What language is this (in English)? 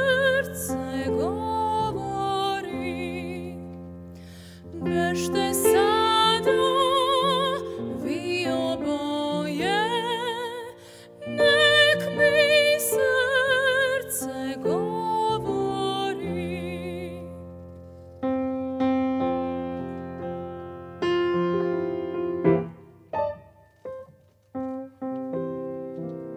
Serbian